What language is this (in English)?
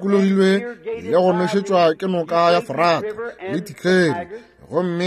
Northern Sotho